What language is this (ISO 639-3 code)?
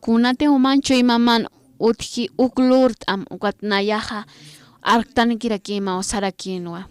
aym